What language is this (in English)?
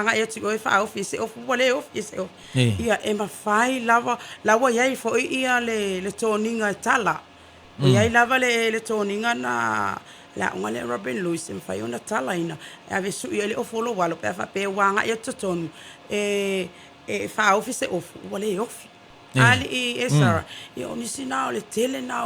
Samoan